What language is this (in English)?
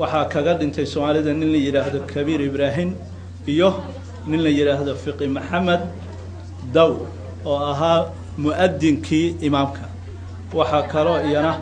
Somali